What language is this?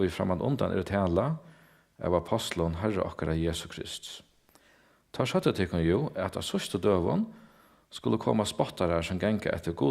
Faroese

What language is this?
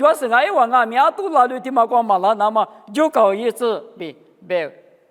Lisu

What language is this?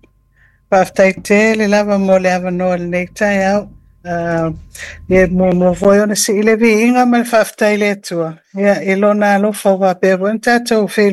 Samoan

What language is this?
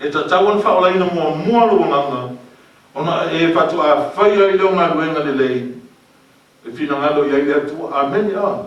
Samoan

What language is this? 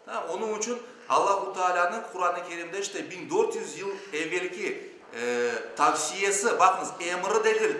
Crimean Tatar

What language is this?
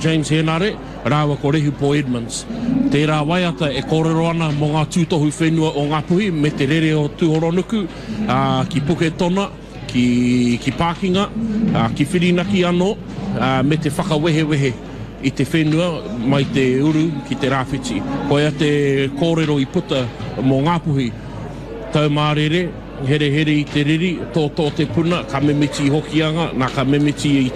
Māori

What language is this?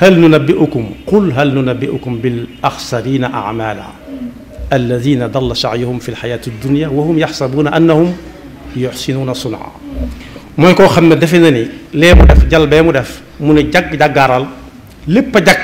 Wolof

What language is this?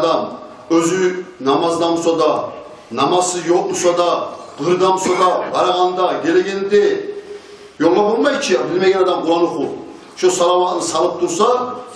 Kumyk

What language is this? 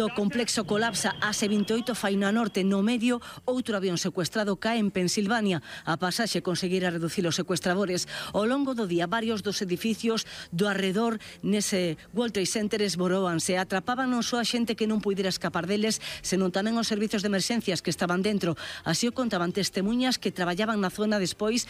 Galician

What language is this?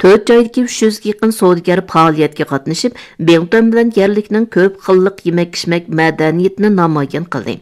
Uyghur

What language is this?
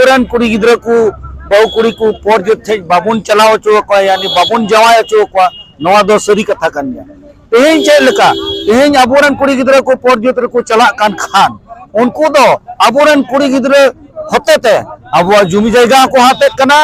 Santali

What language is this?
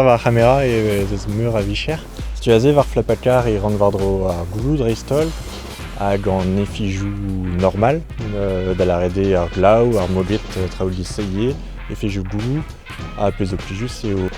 Breton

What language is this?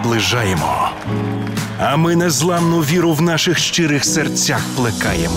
Ukrainian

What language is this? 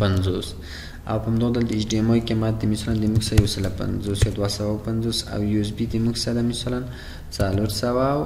Pashto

